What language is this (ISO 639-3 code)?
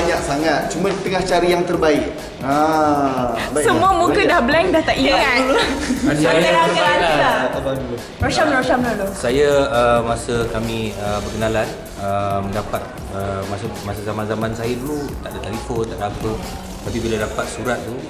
msa